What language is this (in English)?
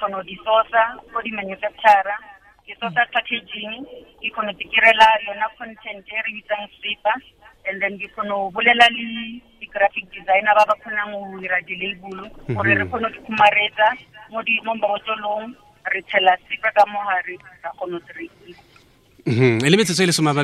Tswana